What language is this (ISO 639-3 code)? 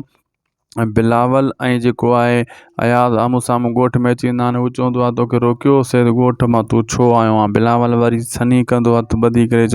snd